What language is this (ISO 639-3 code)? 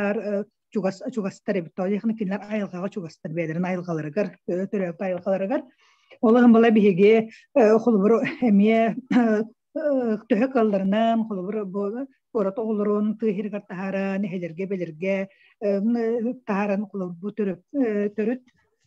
sah